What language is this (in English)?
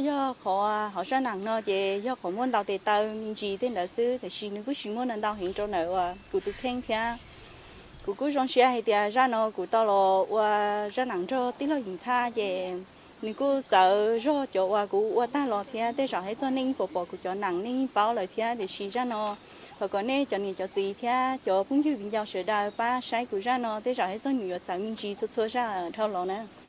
Hmong